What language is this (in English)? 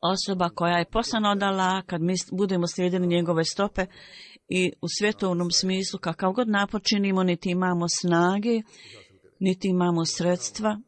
Bosnian